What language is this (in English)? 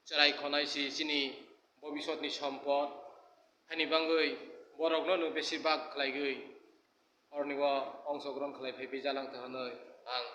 Kok Borok